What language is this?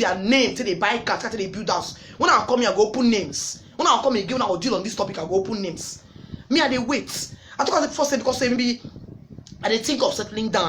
Nigerian Pidgin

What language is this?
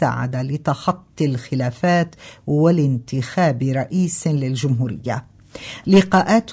Arabic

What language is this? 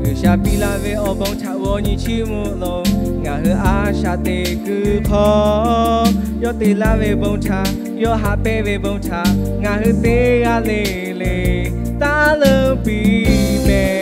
Lahu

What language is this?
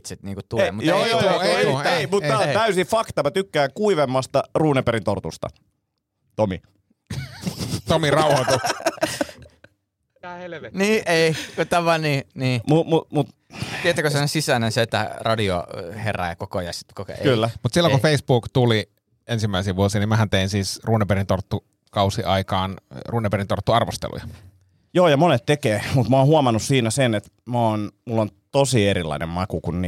Finnish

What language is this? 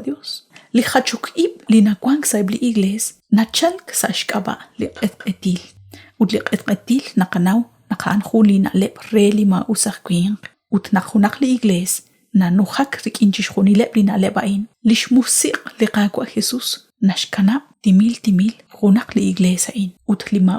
Kekchí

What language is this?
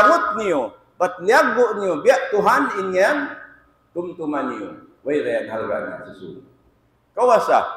Tausug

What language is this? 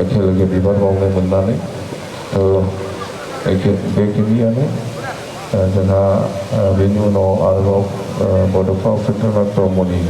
Bodo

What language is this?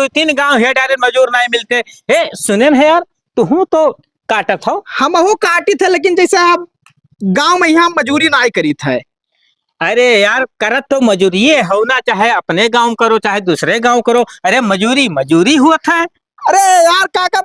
Awadhi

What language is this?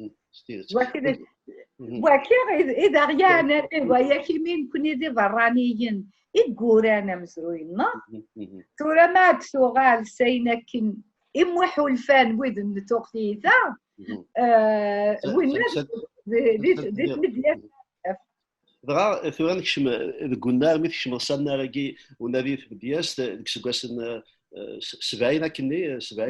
Kabyle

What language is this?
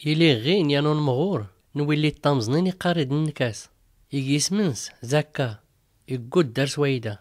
Tachelhit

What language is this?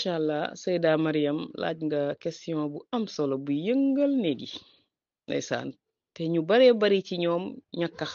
Wolof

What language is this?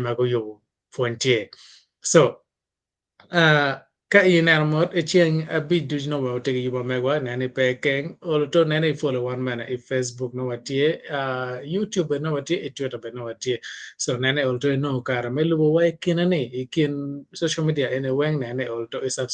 Acoli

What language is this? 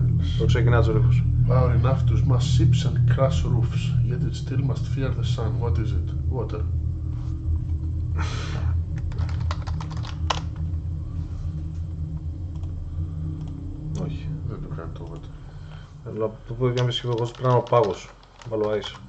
Greek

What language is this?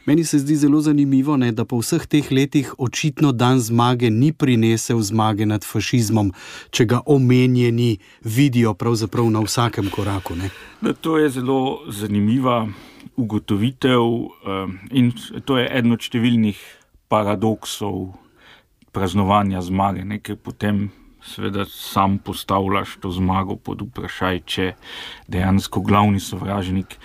Slovenian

